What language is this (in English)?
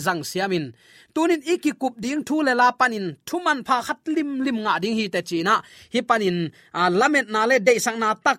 Tedim Chin